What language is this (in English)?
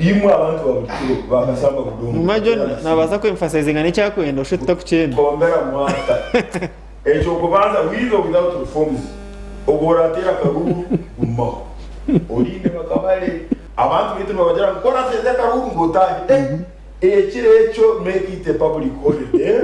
Nyankole